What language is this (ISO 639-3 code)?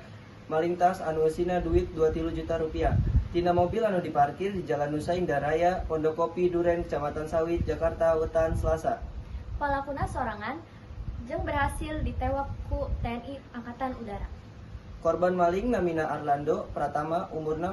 sun